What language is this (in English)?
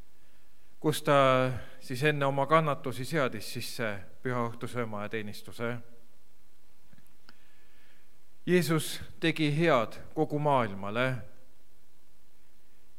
Estonian